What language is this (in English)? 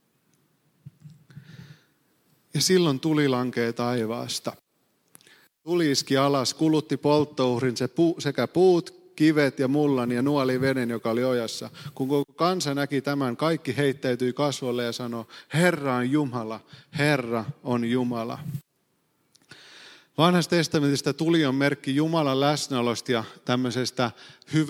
Finnish